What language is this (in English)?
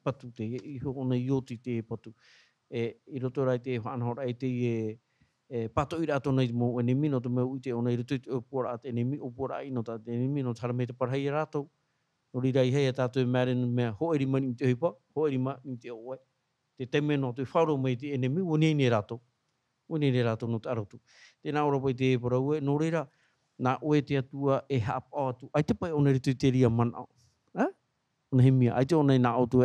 Tahitian